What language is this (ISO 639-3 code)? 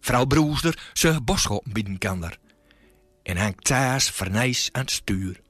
gos